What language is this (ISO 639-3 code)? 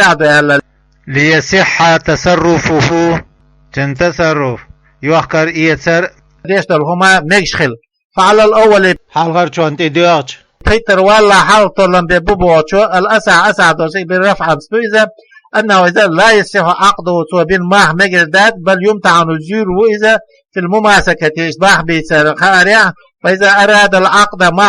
che